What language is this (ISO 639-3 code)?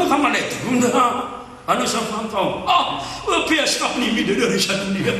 mrw